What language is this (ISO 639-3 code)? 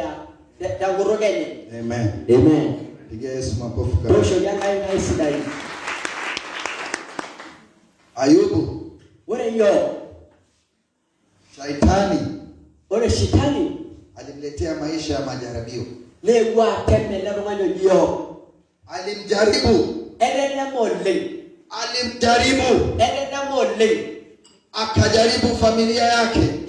swa